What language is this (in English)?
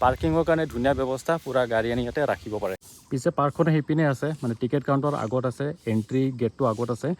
Assamese